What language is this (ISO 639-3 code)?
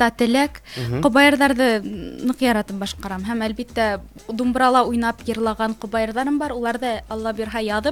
bak